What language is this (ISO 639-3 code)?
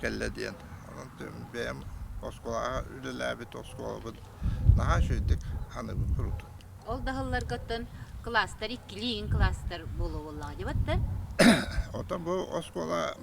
sah